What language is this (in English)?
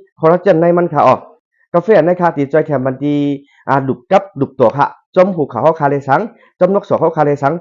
Shan